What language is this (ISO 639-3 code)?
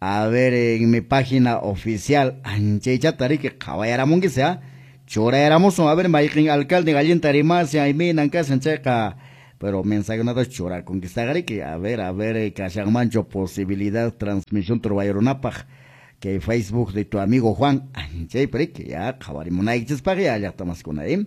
que